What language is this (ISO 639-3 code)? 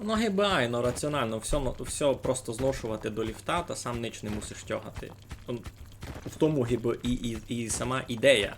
rue